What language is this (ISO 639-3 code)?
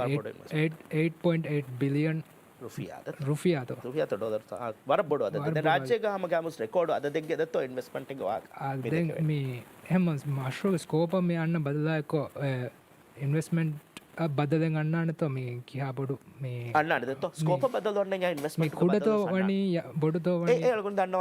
div